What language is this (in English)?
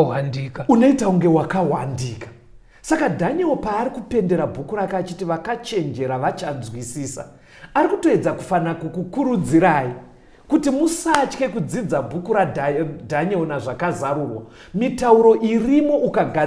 Shona